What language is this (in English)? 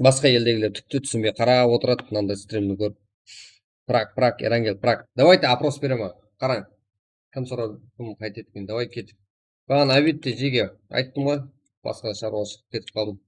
Kara-Kalpak